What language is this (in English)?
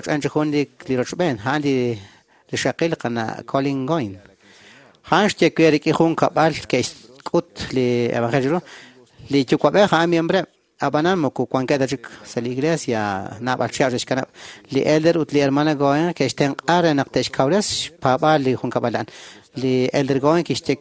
Kekchí